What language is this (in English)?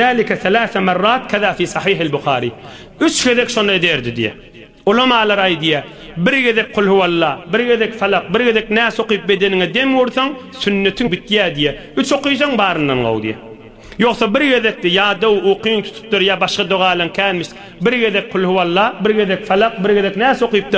Turkmen